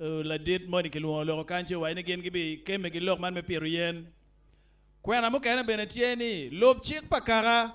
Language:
Acoli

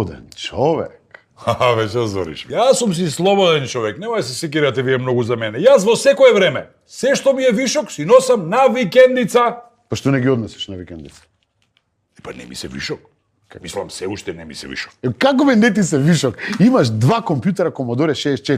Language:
Macedonian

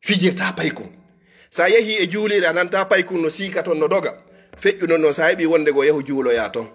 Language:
Fula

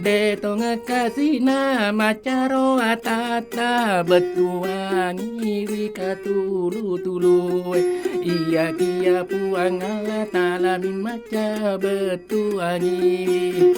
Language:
Buginese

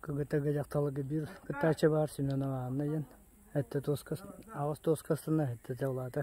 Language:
Yakut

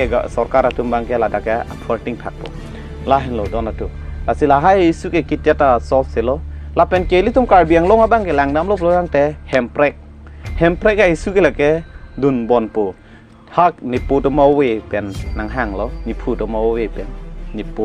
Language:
Karbi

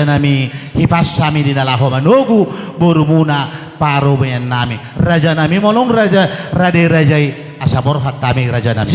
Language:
Batak Toba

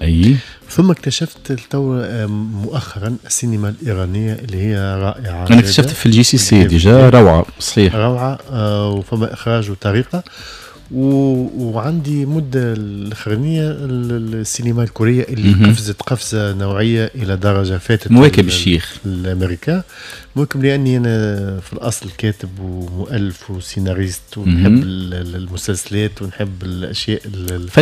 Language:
Tunisian Arabic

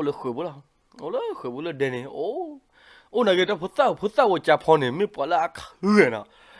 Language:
S'gaw Karen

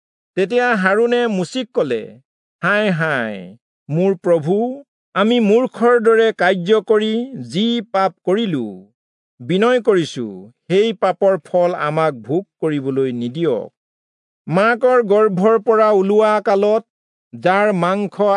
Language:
Assamese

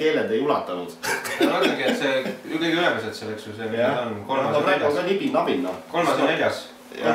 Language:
Estonian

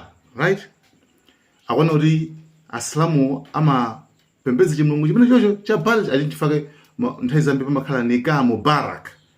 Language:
Nyanja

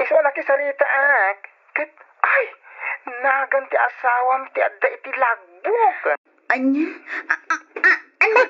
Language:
Iloko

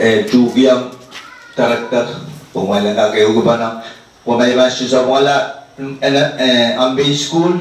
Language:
Pohnpeian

